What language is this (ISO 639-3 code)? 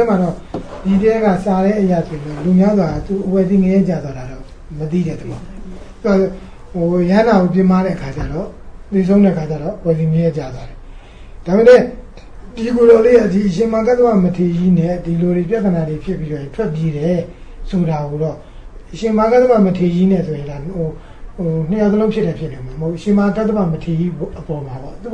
mya